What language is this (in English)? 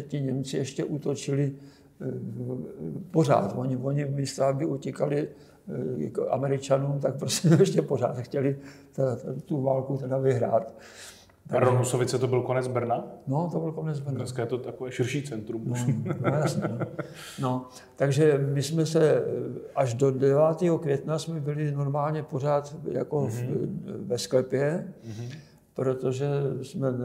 Czech